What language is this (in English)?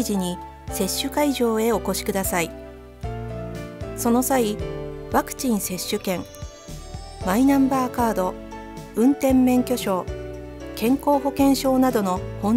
Japanese